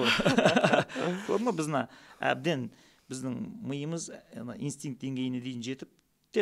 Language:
Kazakh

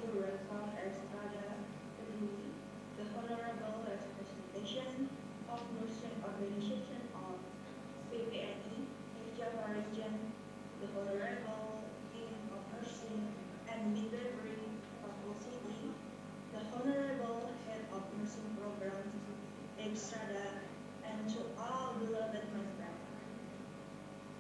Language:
Indonesian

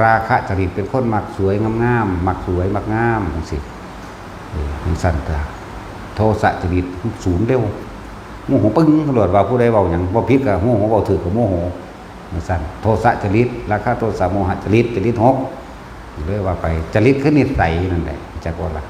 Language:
Northeastern Thai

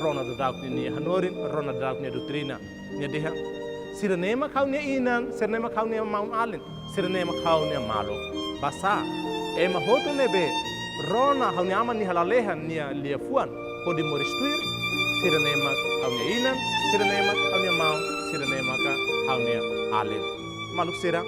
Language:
Tetum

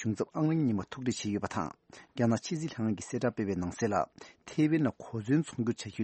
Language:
Tibetan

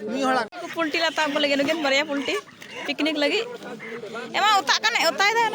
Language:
Santali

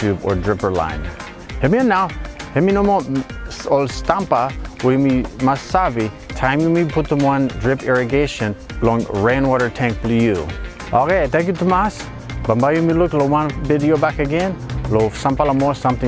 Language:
Bislama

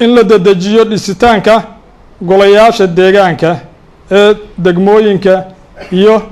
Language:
Somali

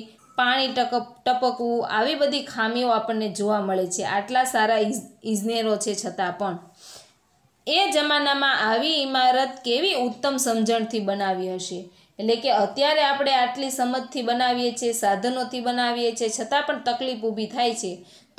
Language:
Gujarati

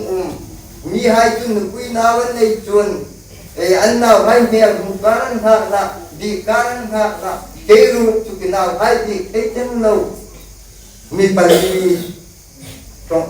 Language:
Hmar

